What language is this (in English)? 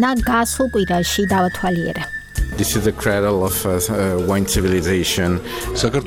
Georgian